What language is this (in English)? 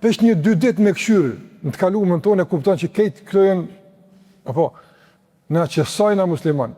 Albanian